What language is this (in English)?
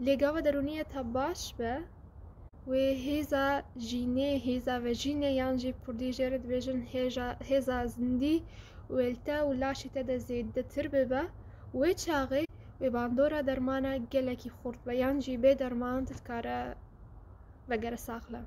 Kurdish